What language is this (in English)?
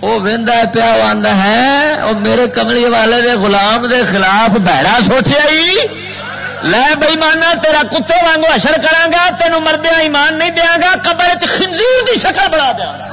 Western Panjabi